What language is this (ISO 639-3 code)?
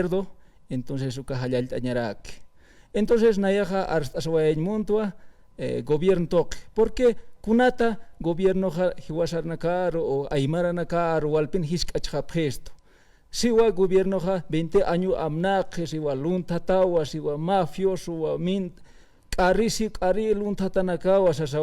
aym